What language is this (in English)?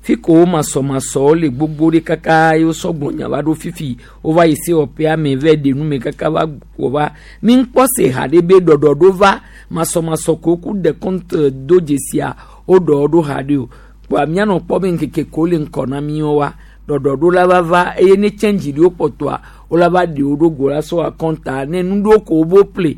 Gen